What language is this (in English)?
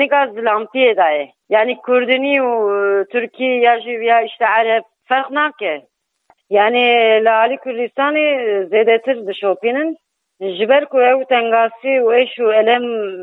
Kurdish